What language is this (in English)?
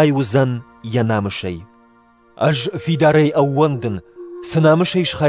Ossetic